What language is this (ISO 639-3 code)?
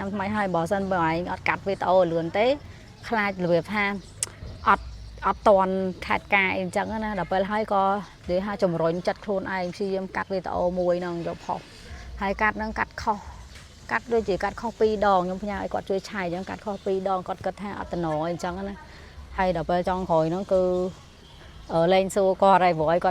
khm